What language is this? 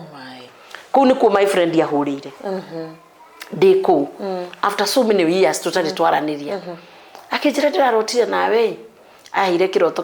Kikuyu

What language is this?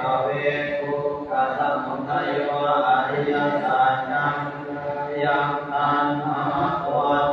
Pali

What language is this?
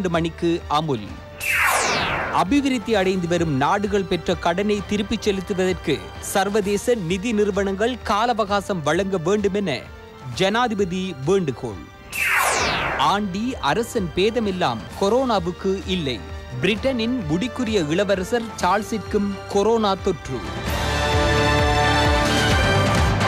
Tamil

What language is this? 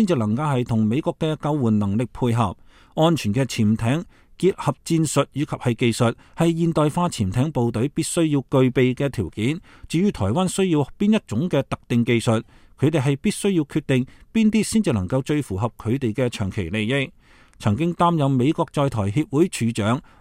Cantonese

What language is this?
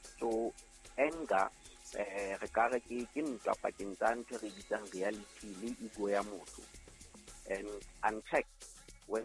Southern Sotho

